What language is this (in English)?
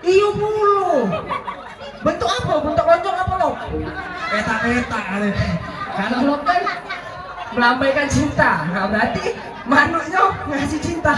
Musi